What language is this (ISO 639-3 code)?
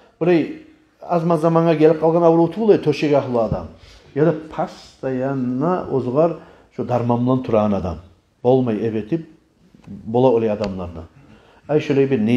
kum